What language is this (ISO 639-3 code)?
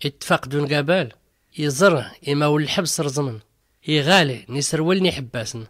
shi